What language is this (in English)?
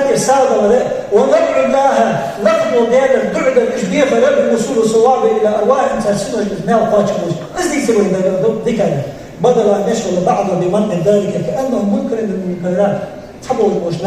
Ingush